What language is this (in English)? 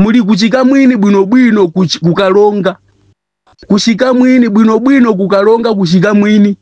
Nyanja